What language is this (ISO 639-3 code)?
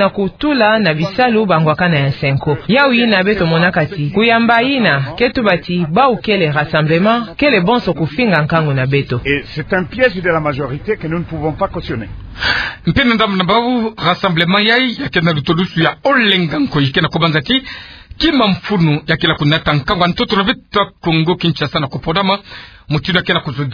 ktu